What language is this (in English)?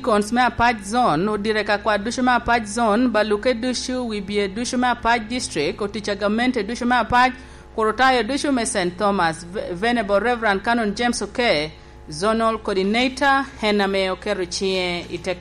Lango (Uganda)